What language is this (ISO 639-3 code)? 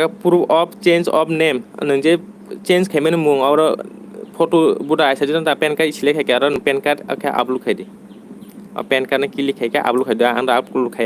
trp